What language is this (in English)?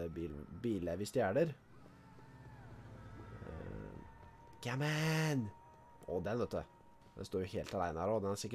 Norwegian